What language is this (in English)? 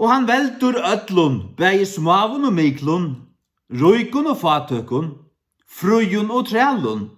Faroese